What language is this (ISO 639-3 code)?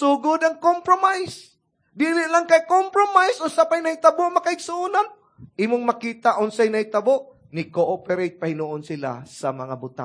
ceb